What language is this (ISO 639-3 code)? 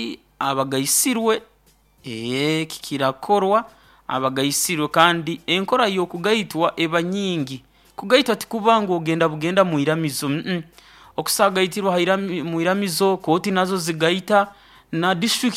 nyo